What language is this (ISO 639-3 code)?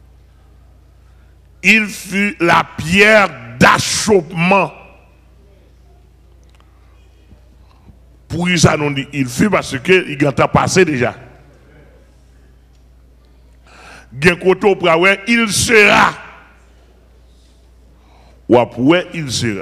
fra